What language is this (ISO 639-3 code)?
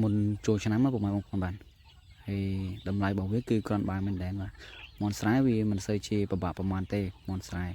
khm